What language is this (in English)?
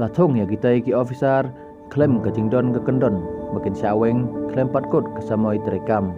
Khasi